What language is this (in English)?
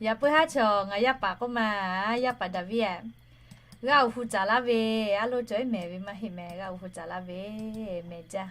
Lahu